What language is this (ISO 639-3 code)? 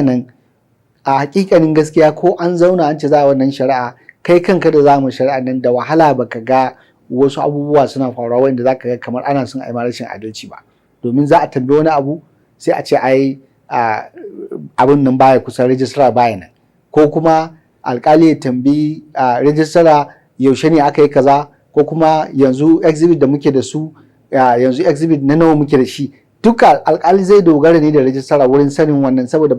hau